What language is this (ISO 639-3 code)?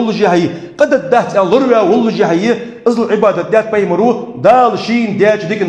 inh